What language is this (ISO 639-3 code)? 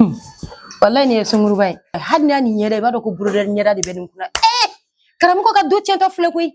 bam